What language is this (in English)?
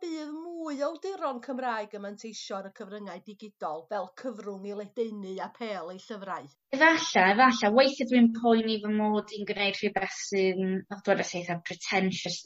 Welsh